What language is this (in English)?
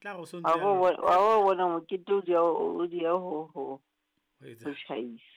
Southern Sotho